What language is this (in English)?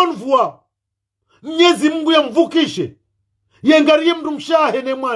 Ngazidja Comorian